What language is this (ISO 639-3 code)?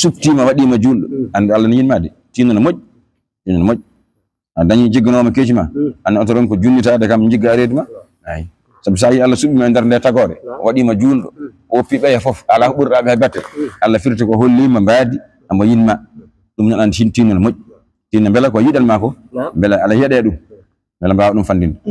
ful